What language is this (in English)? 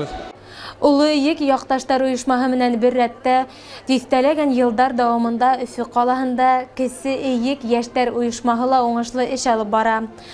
Bashkir